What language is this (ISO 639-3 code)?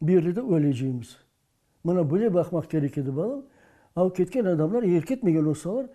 crh